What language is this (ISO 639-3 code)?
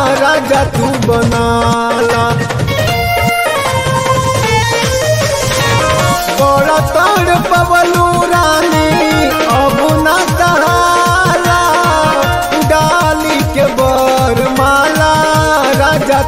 bho